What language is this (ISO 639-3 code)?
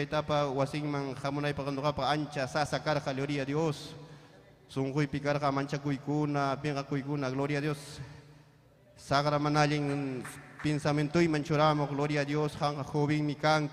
quy